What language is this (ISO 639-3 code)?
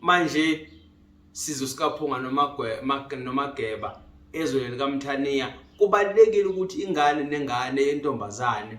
zul